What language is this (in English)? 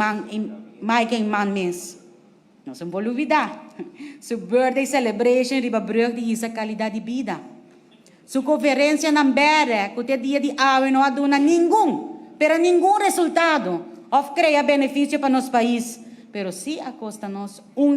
Papiamento